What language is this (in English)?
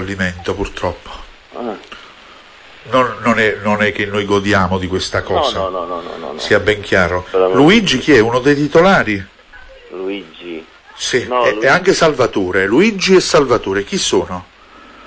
Italian